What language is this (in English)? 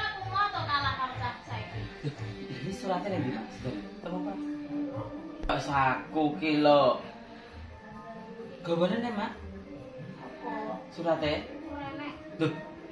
Javanese